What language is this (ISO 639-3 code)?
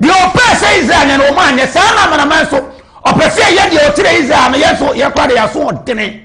aka